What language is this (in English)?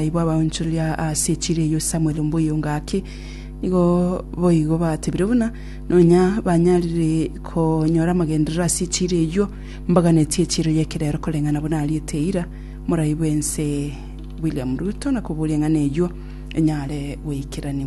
Gusii